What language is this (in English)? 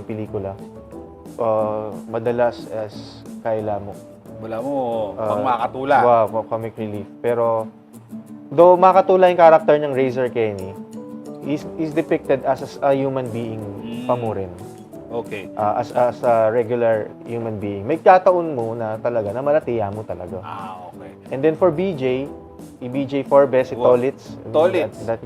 Pampanga